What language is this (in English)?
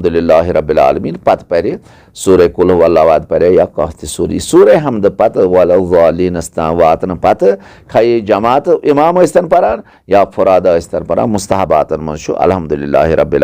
Kashmiri